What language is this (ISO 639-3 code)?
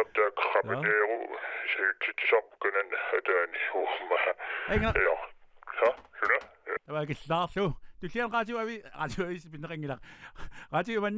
kal